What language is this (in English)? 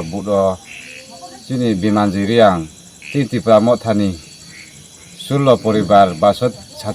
Kok Borok